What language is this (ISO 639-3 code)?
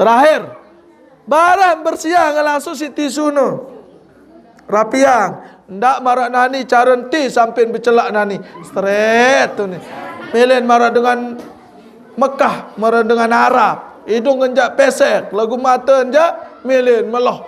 sas